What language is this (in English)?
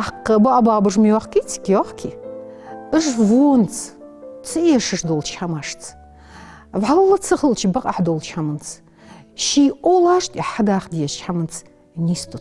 Ingush